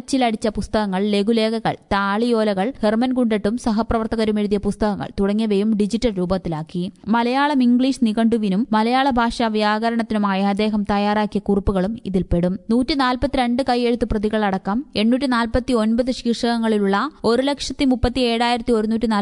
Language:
Malayalam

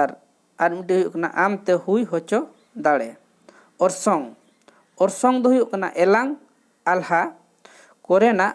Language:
Santali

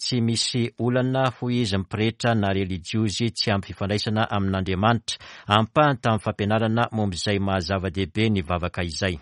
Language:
Malagasy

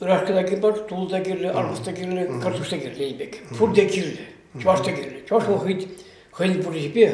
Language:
Chuvash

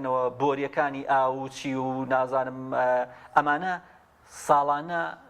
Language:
Central Kurdish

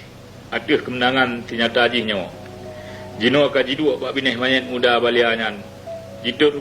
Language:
Achinese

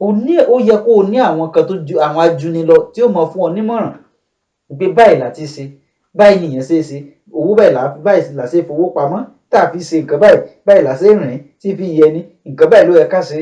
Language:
Yoruba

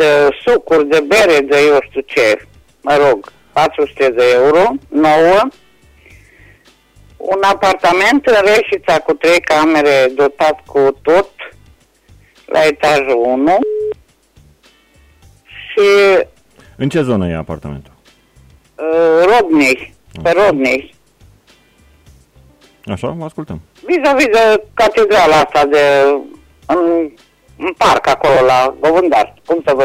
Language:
Romanian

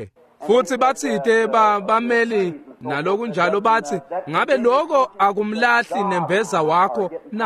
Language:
Swati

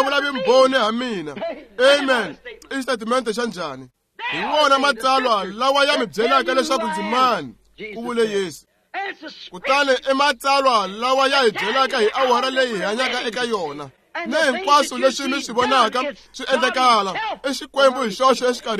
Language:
Tsonga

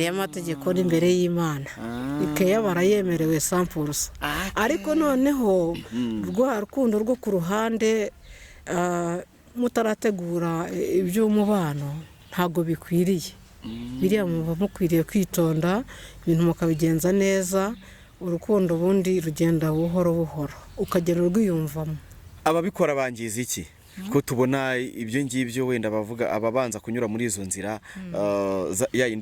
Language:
Kinyarwanda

